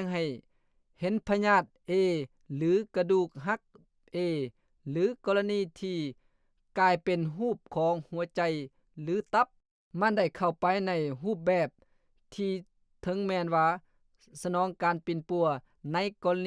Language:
Lao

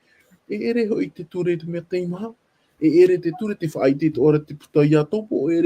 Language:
Tahitian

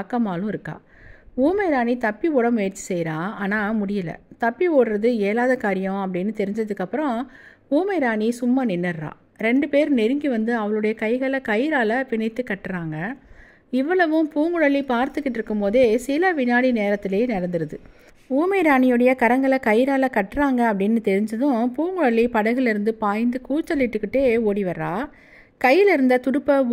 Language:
Tamil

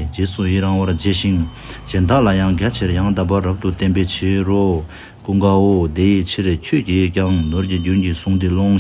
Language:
Tibetan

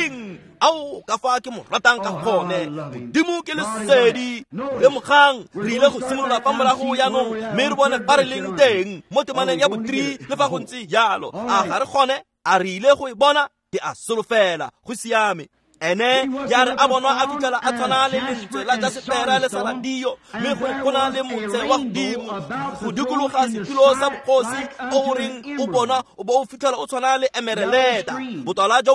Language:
Tswana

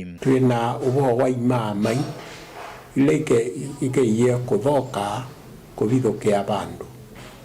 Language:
Kamba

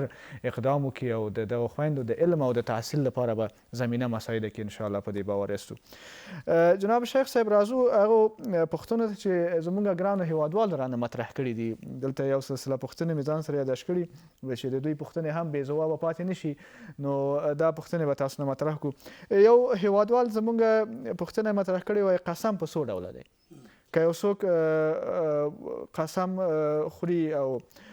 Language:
Pashto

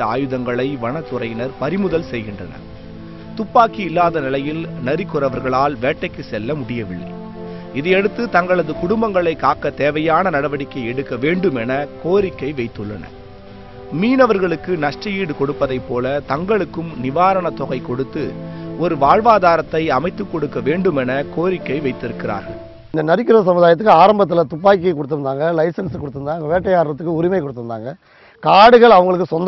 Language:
Tamil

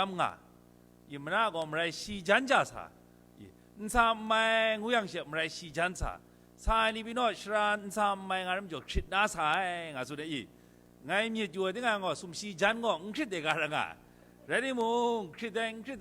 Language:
Kachin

